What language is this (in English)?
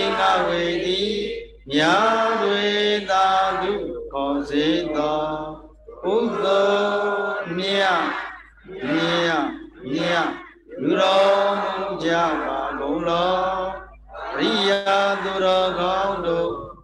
Burmese